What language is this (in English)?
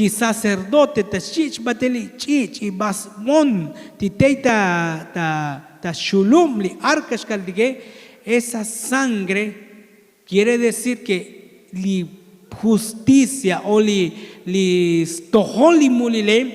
Tzotzil